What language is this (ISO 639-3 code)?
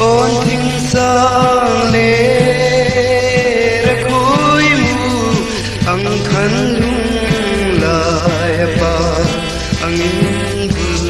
hmr